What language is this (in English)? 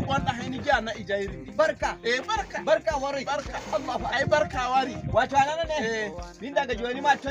Nigerian Fulfulde